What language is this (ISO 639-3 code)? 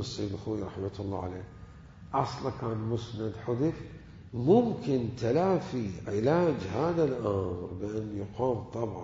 acm